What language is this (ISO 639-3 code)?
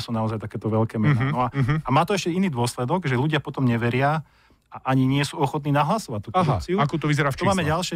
slk